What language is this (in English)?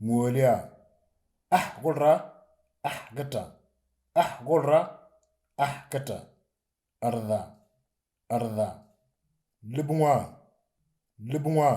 Moro